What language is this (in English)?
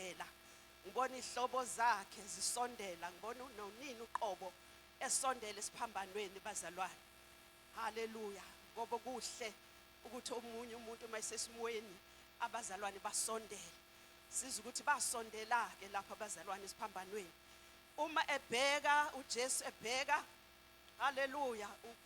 Zulu